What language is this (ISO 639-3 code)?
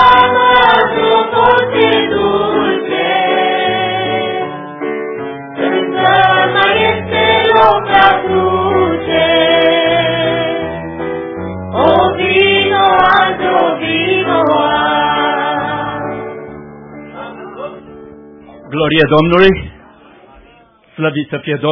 ron